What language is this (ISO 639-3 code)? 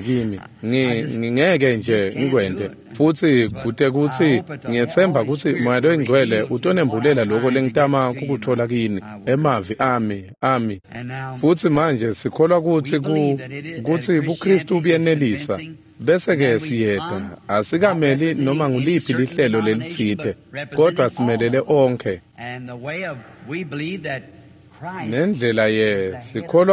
ssw